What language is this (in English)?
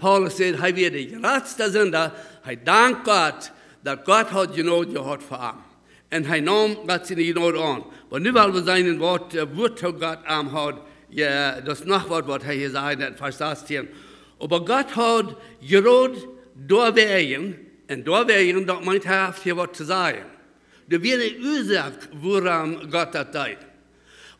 Plautdietsch